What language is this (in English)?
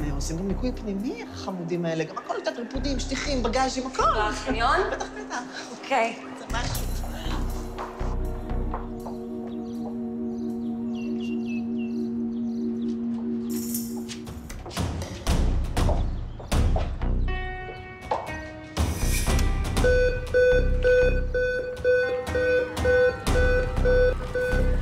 Hebrew